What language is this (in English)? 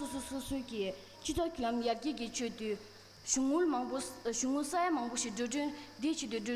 Tibetan